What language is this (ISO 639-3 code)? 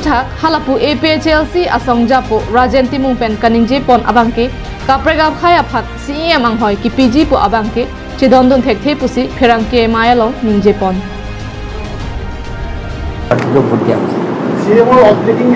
mjw